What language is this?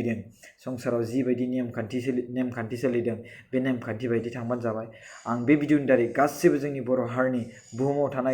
Bodo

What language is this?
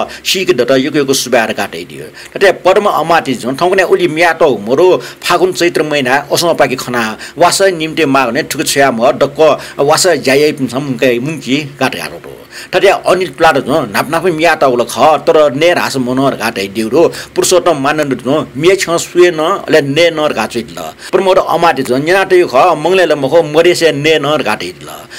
Newari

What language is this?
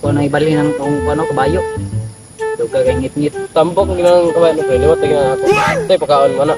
Cebuano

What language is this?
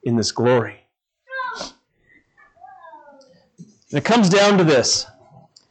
English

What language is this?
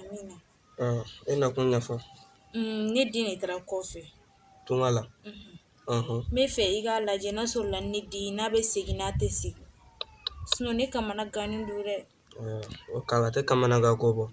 Bambara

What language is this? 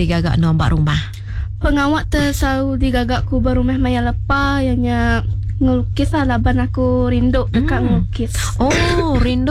Iban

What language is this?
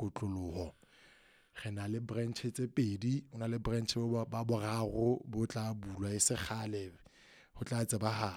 Southern Sotho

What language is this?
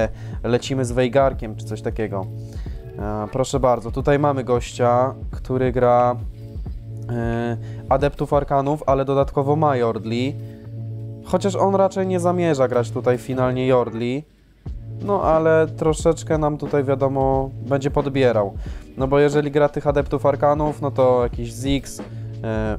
Polish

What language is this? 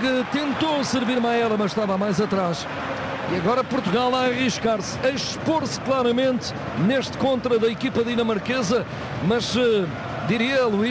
Portuguese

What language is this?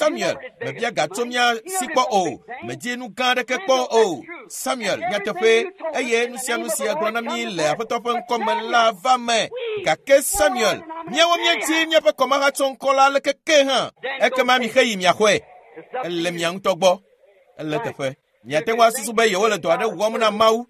Ewe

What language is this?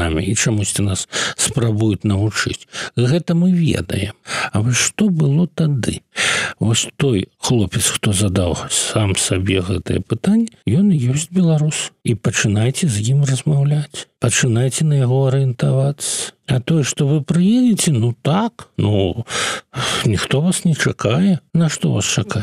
Belarusian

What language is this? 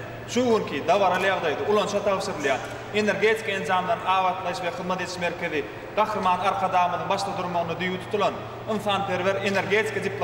Turkmen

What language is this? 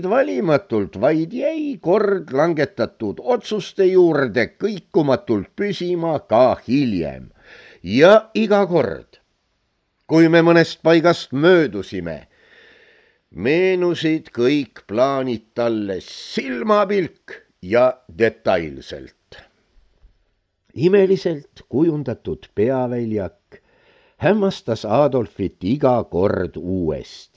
Estonian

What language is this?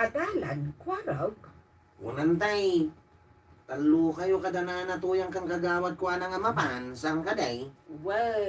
Iloko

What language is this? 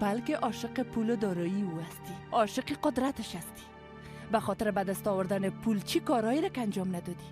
Persian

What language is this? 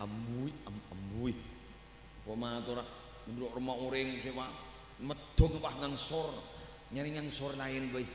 Madurese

